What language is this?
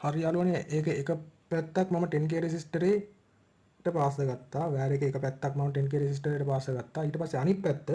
Sinhala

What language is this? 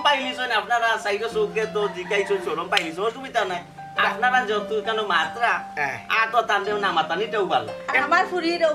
Sylheti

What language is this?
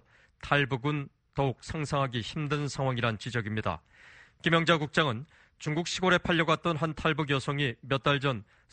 Korean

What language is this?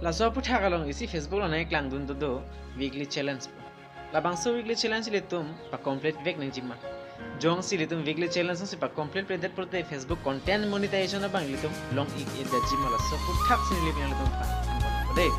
Karbi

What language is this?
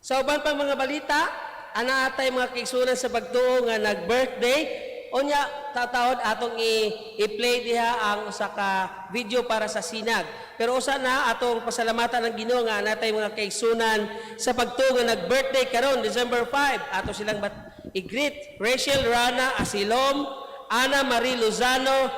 Cebuano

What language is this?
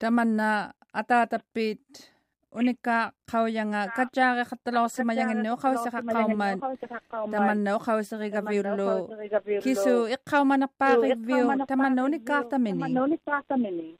Māori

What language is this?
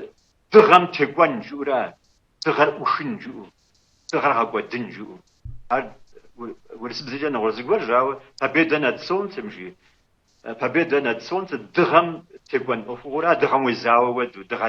Kabardian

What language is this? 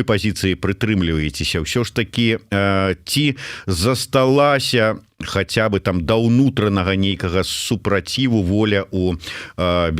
Belarusian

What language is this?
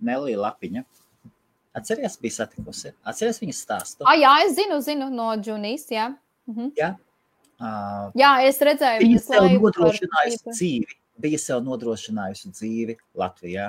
Latvian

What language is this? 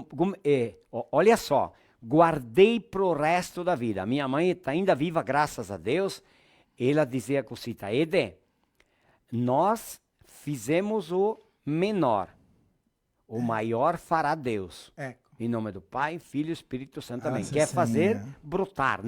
Venetian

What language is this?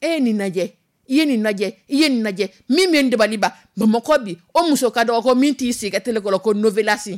Dyula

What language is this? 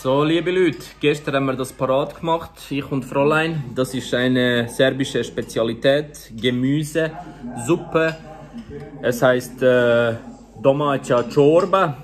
Swiss German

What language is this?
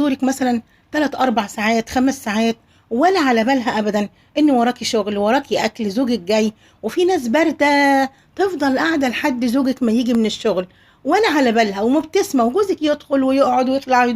Egyptian Arabic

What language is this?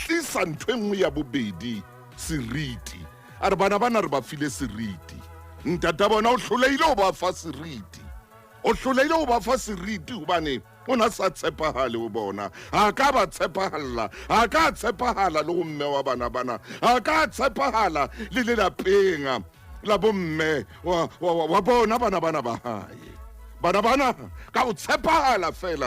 Southern Sotho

